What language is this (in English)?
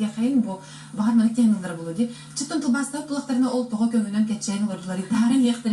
Yakut